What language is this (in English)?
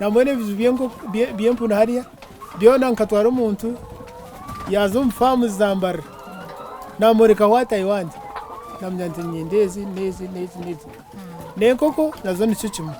Nyankole